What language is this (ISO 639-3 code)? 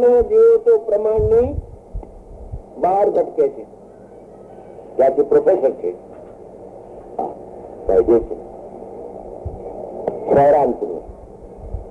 guj